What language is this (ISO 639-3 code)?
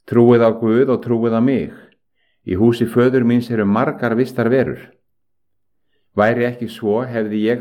isl